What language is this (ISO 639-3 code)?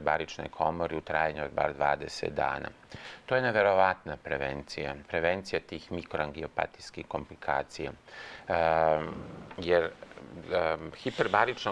srp